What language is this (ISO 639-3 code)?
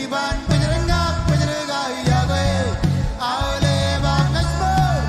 mah